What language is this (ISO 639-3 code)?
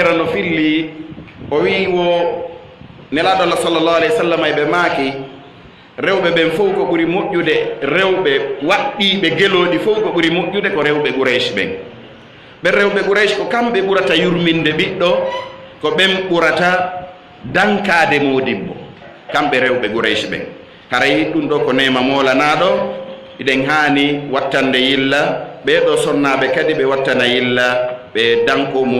ful